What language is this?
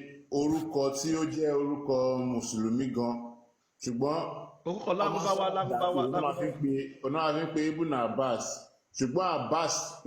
Yoruba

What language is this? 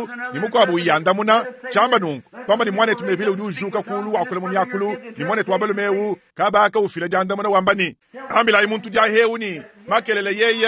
Luba-Lulua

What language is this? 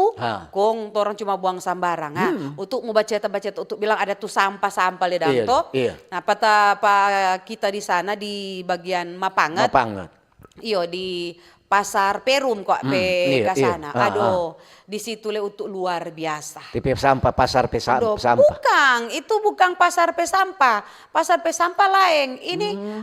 Manado Malay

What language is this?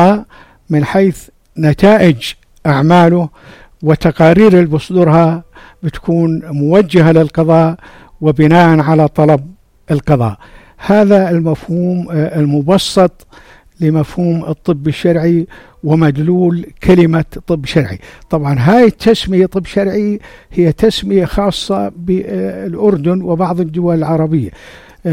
North Levantine Arabic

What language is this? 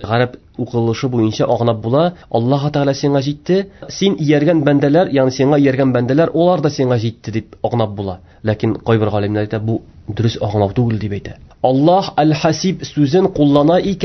Tatar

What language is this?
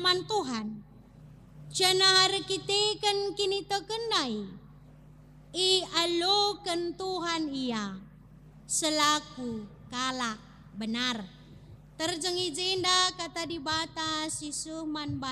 Batak Karo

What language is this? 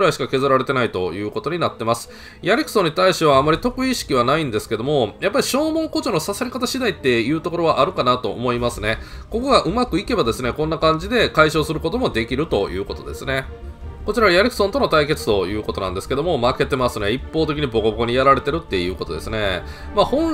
Japanese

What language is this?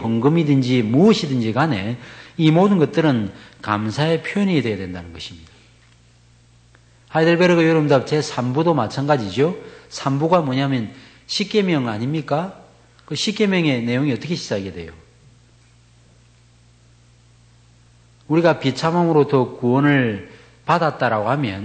Korean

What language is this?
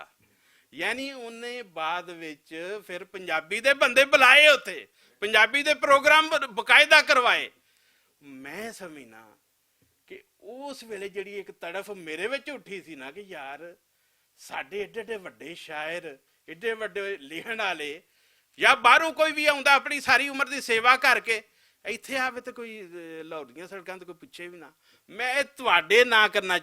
Western Panjabi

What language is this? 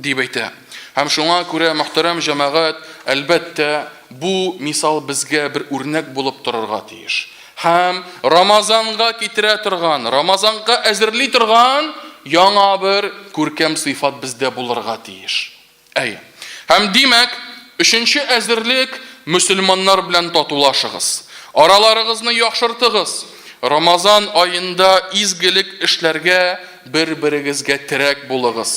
Tatar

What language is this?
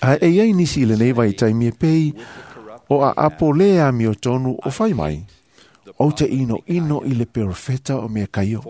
Samoan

